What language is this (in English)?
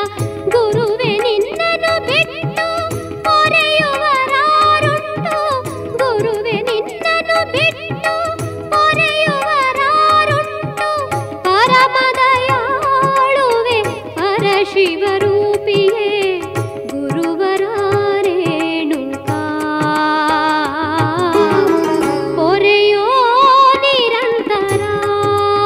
Kannada